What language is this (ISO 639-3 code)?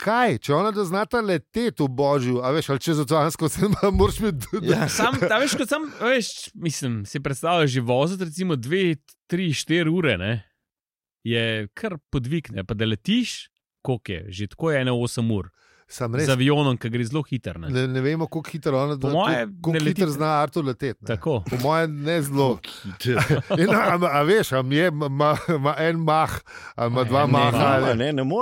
slv